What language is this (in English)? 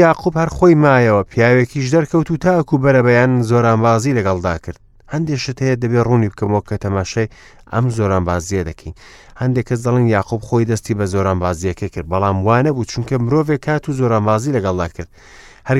Central Kurdish